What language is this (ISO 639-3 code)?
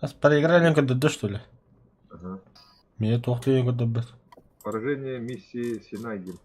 sah